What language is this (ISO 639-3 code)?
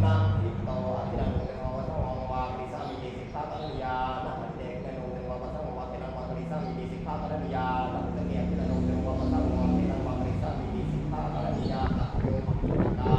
pli